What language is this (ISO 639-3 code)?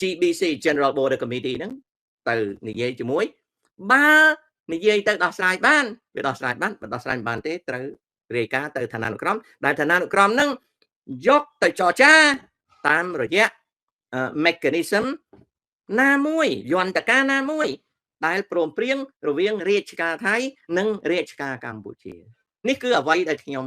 khm